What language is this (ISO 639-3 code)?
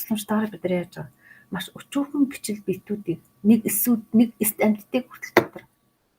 mon